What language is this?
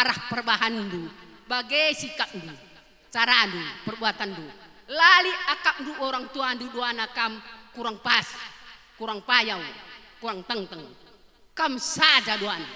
Batak Karo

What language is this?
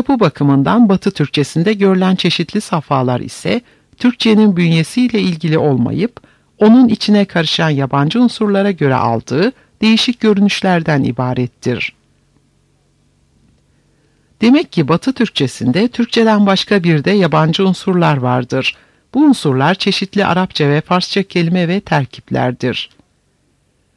Turkish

